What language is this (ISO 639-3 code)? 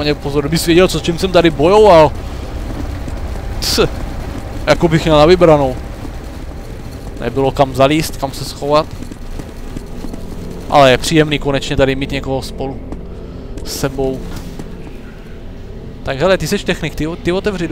ces